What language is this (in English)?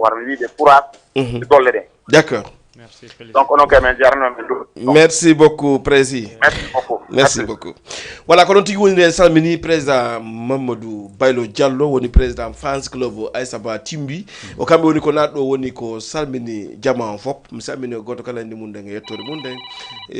Fula